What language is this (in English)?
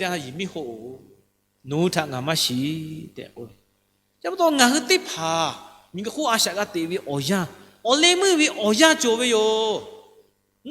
Lahu